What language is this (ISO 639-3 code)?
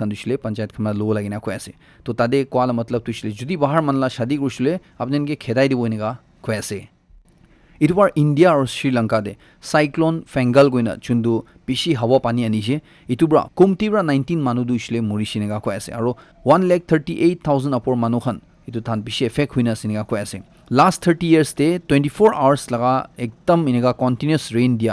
nag